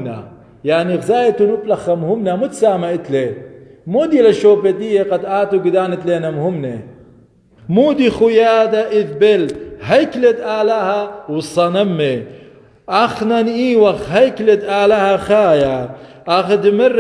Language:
Assyrian Neo-Aramaic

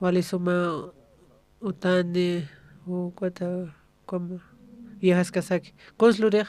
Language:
Aymara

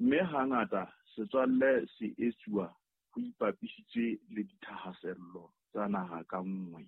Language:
Southern Sotho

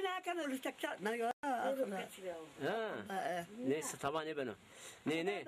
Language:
Zaza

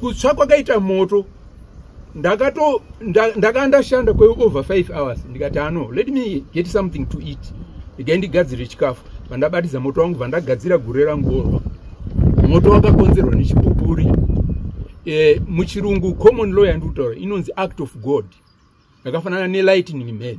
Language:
Shona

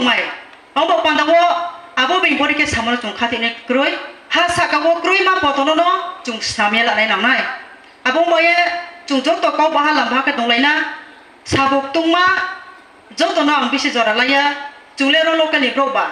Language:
Kok Borok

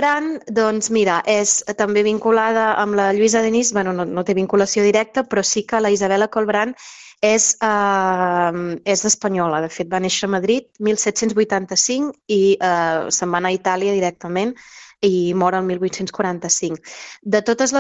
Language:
Catalan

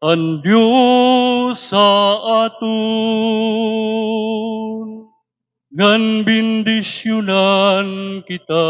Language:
Waray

